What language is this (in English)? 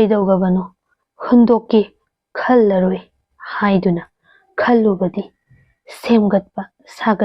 Manipuri